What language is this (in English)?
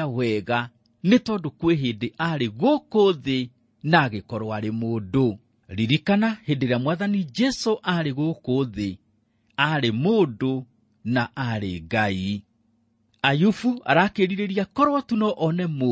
Kikuyu